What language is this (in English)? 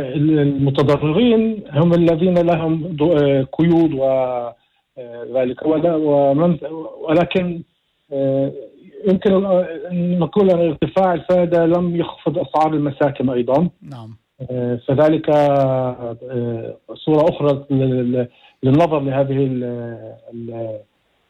North Levantine Arabic